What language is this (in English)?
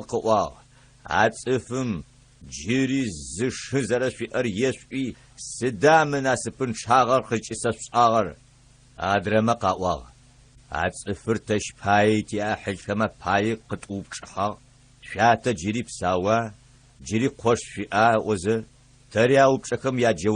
Adyghe